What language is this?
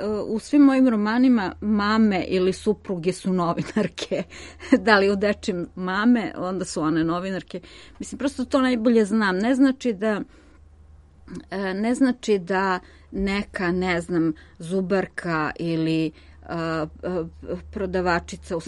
Serbian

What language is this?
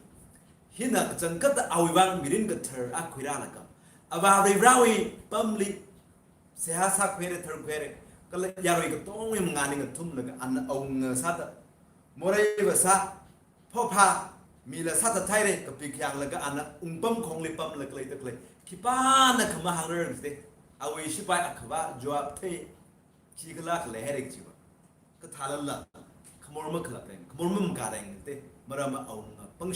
Tangkhul Naga (India)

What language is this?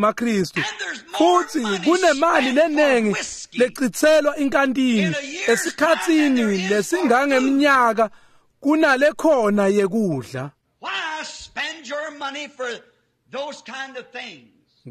Swati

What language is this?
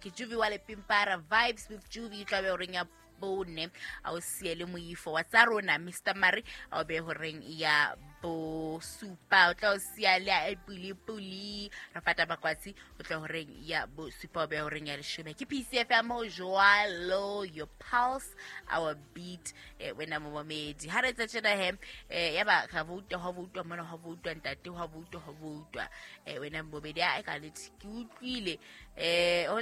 Southern Sotho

